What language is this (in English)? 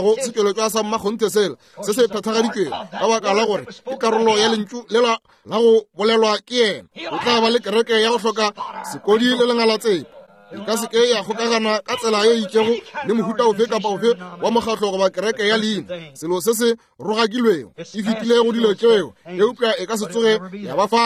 Northern Sotho